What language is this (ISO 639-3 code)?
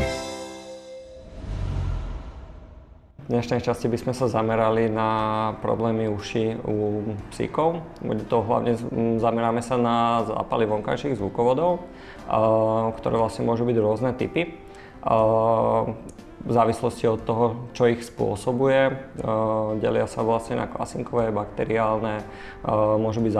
slk